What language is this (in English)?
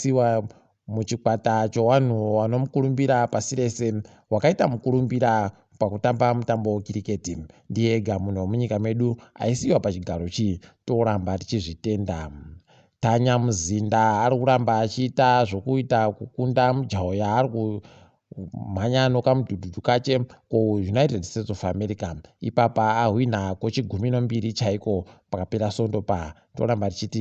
Ndau